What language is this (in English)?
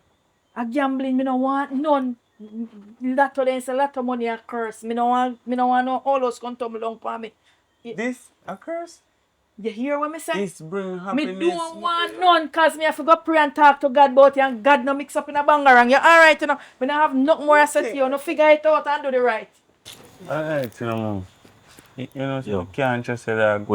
Jamaican Creole English